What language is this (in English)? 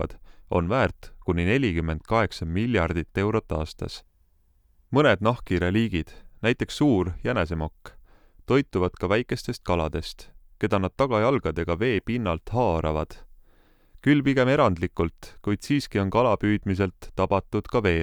Estonian